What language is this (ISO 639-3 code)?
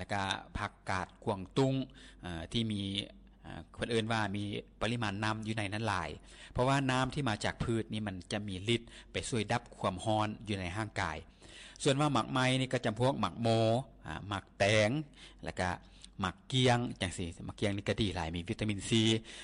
lao